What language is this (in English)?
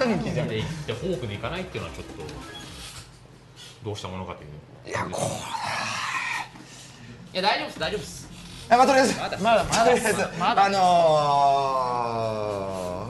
Japanese